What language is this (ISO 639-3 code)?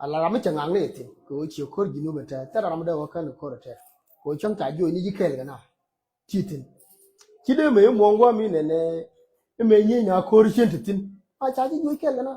nus